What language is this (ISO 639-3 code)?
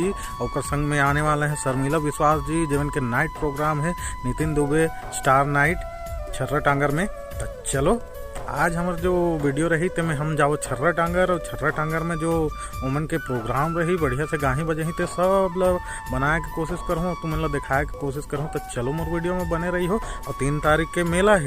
hne